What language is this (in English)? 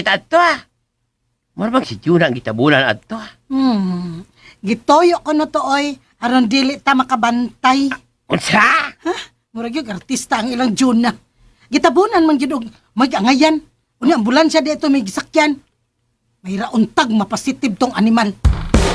Cebuano